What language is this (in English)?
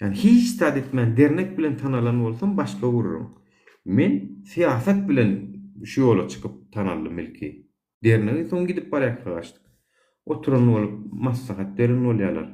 Turkmen